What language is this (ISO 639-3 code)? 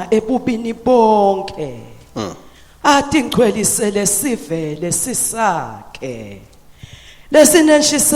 ssw